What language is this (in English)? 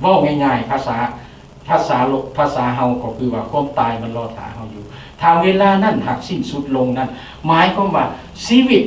Lao